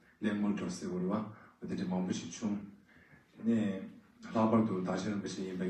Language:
Tibetan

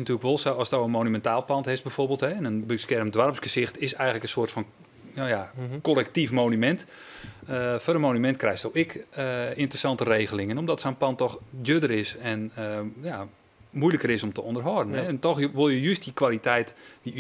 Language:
Western Frisian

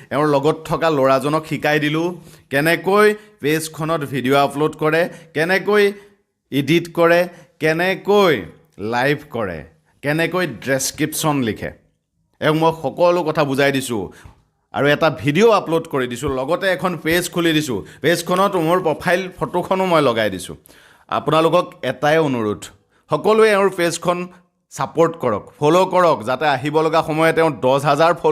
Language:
Assamese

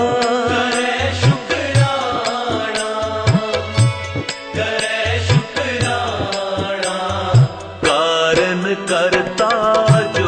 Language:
Punjabi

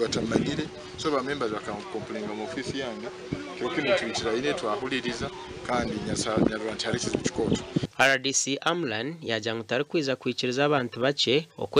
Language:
Nyankole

